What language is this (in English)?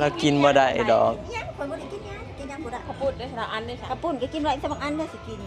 Northeastern Thai